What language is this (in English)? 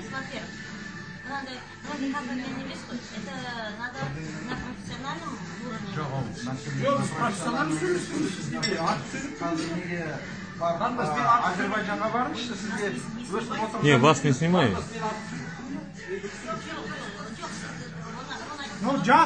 Kazakh